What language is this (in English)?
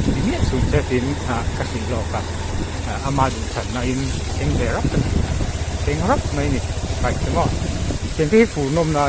Mizo